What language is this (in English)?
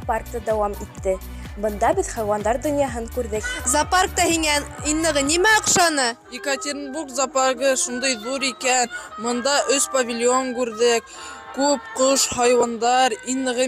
Bashkir